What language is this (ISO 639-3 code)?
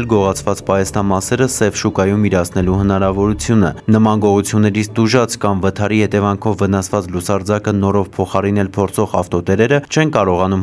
hye